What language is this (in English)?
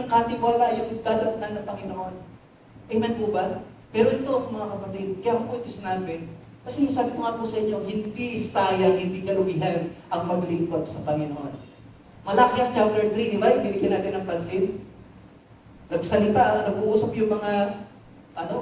Filipino